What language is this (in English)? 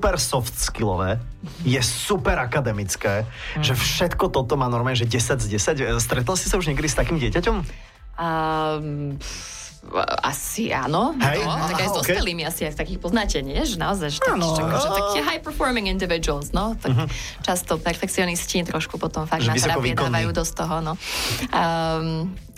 Slovak